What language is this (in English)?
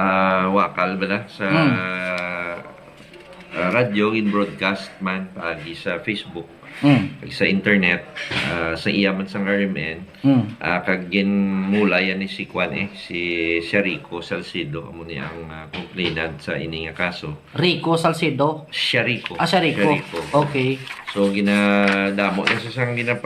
Hiligaynon